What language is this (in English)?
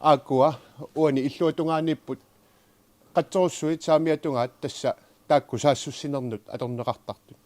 Kalaallisut